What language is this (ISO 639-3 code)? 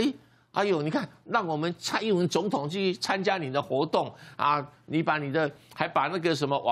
zho